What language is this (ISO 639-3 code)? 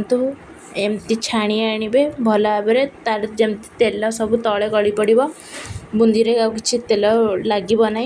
ori